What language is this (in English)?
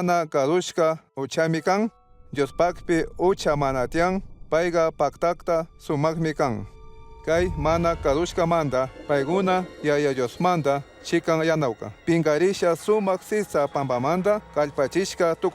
Chimborazo Highland Quichua